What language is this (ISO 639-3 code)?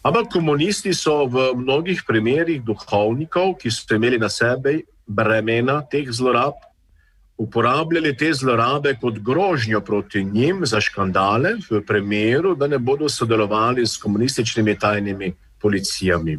slv